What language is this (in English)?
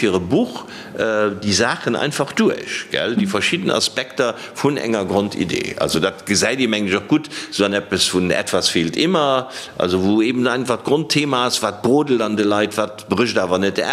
Luxembourgish